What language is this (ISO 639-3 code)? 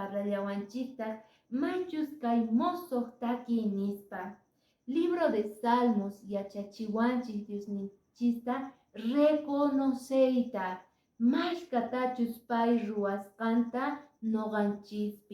que